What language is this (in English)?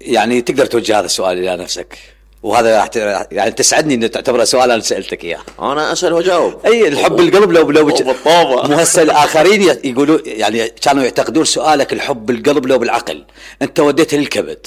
Mesopotamian Arabic